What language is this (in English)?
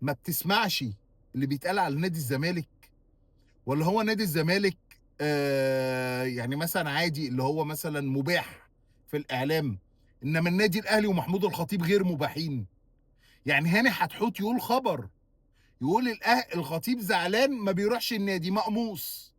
Egyptian Arabic